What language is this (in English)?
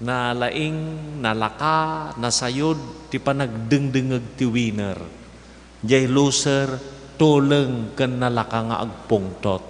Iloko